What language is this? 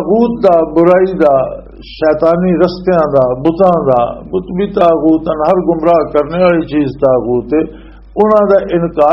Western Panjabi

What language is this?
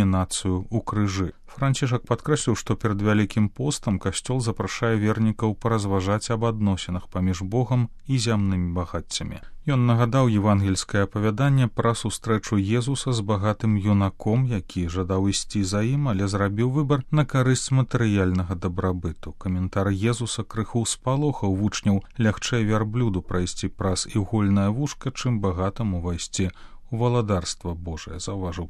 Belarusian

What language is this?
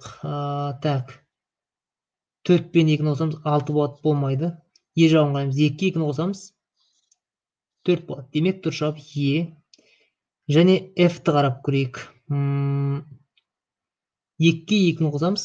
Kazakh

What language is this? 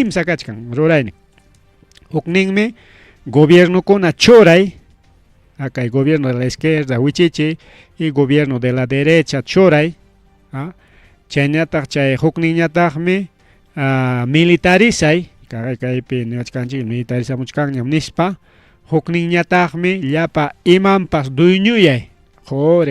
Ayacucho Quechua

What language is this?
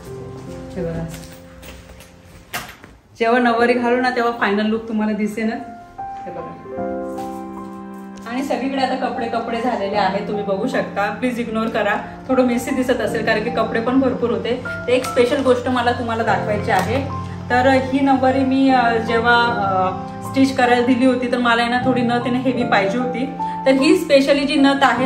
Marathi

